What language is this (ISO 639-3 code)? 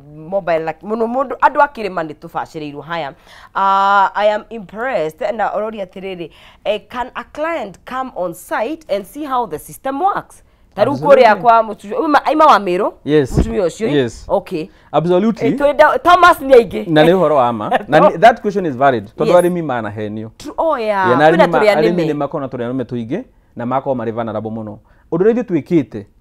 kik